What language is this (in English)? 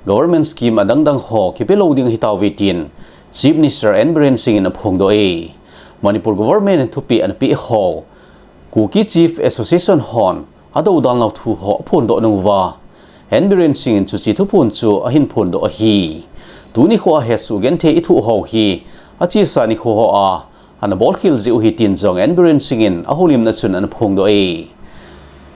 Thado Chin